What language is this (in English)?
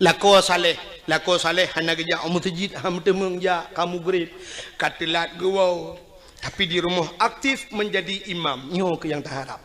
Achinese